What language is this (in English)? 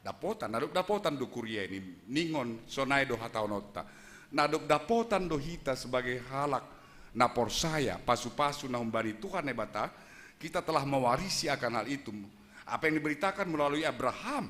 Batak Simalungun